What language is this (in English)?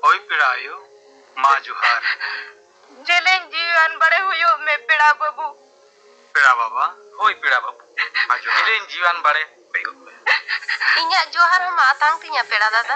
Santali